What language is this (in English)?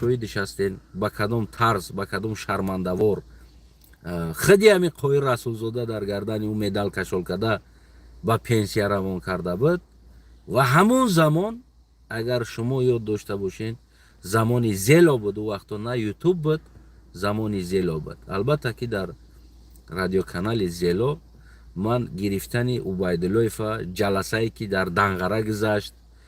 Tajik